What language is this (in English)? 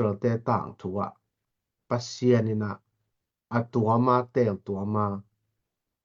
Tedim Chin